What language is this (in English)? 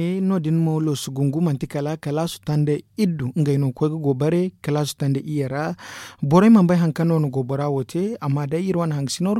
Zarma